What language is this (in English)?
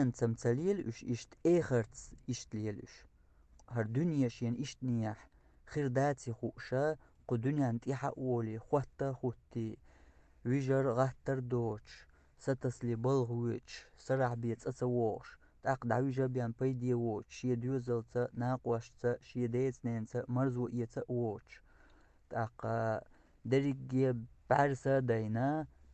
Chechen